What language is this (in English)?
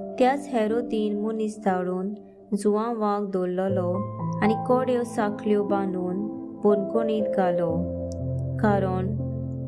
Konkani